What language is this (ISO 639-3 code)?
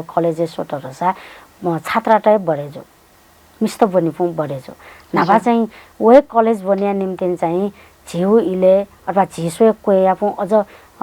new